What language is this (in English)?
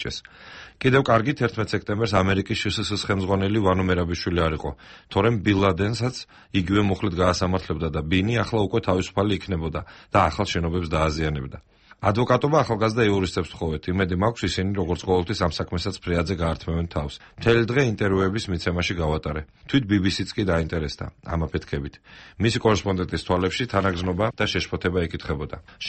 Georgian